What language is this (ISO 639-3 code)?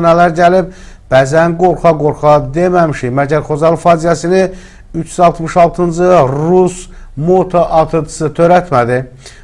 aze